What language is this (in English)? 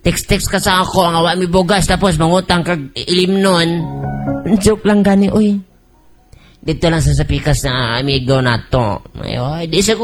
Cebuano